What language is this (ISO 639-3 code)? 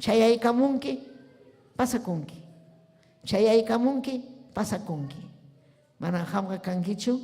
quy